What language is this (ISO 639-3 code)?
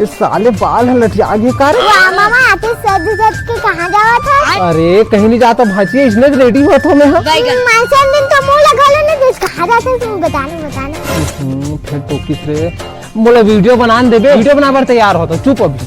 hne